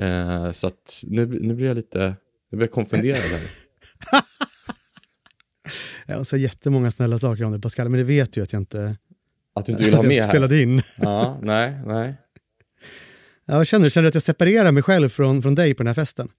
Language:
Swedish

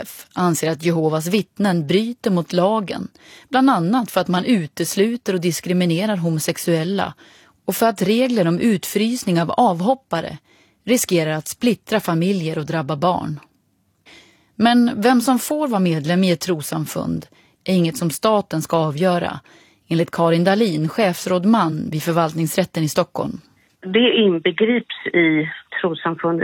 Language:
Swedish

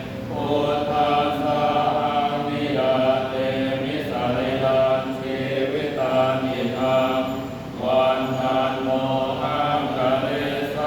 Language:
Pali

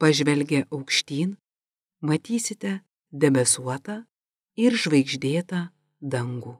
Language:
Lithuanian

